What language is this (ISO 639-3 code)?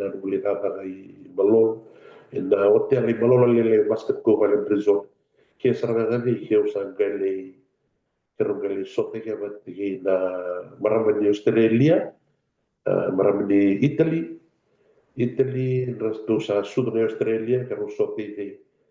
fij